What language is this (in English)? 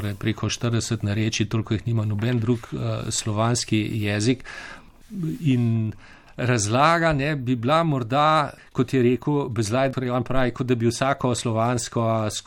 Slovenian